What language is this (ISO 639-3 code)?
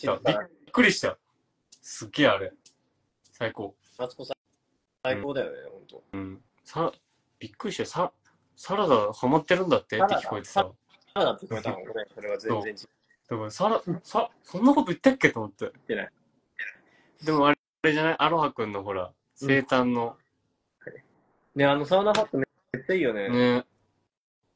jpn